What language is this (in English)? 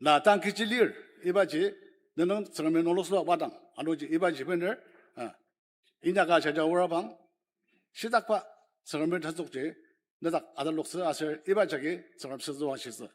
Ao Naga